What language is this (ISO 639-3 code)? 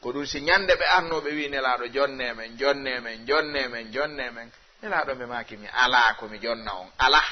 ful